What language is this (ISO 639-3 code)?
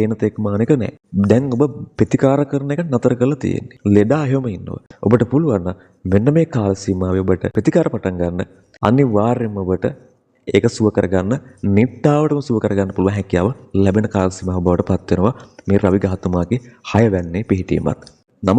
sin